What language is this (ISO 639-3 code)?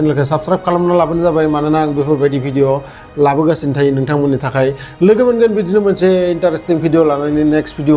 brx